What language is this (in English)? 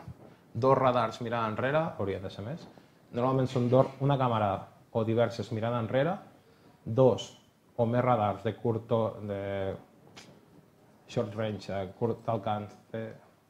Catalan